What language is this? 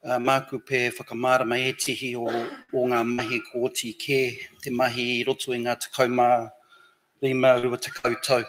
Māori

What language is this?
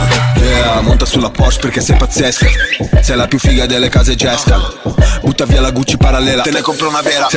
Italian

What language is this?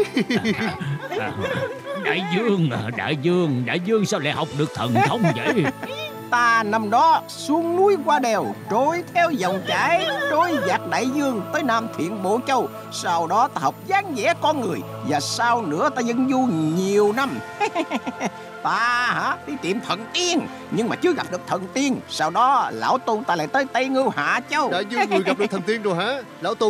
Vietnamese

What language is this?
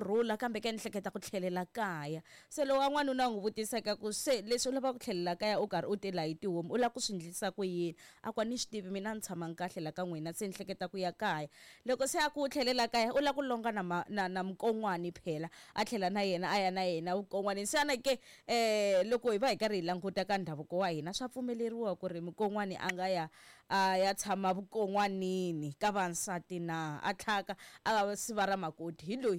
Tsonga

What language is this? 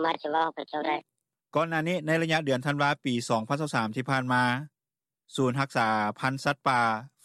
Lao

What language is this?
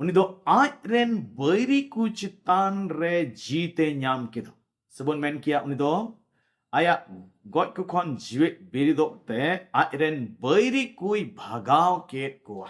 Santali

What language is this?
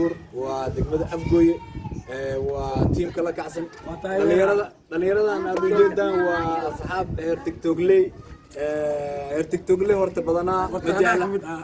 Somali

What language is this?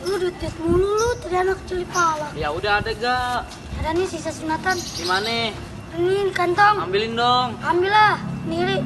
Betawi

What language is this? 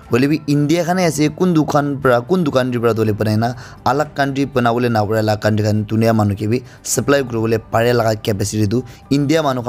Naga Pidgin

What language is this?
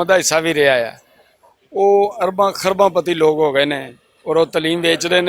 Western Panjabi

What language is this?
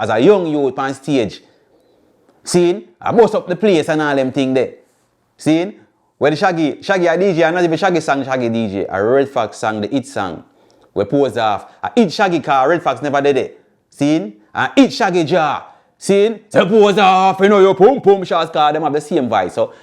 Jamaican Creole English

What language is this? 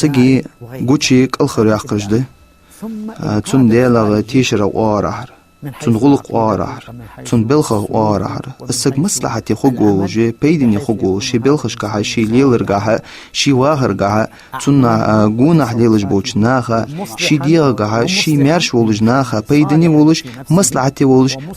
Ingush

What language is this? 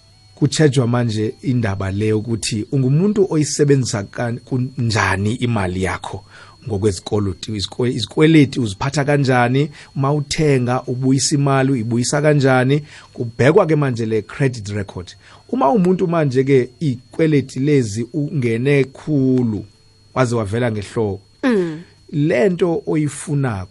South Ndebele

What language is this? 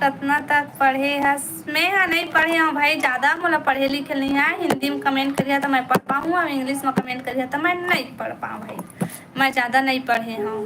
Chhattisgarhi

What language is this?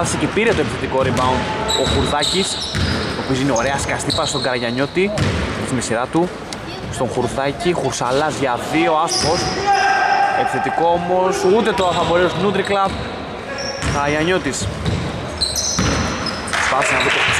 Greek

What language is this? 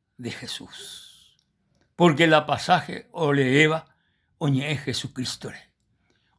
Guarani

